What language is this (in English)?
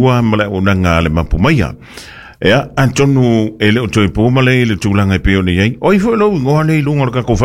Samoan